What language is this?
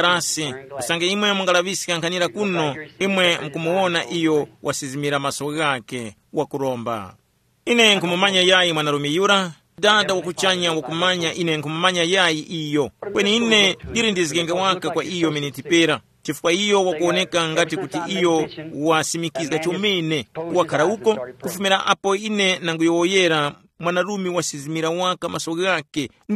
Tumbuka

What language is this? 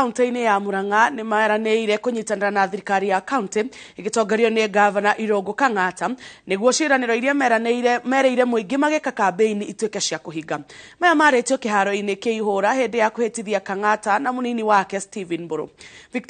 Kikuyu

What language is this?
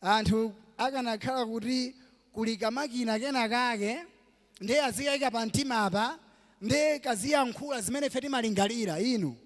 Nyanja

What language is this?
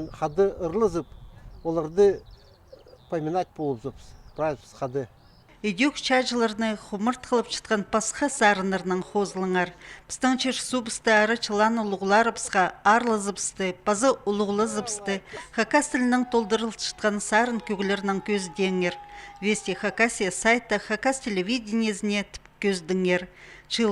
Khakas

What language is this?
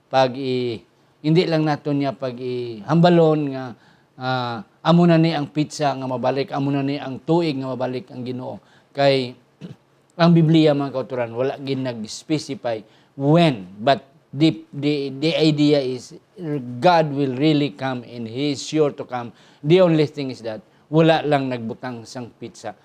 Hiligaynon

